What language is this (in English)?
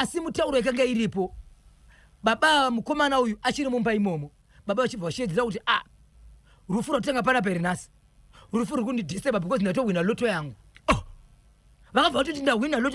Shona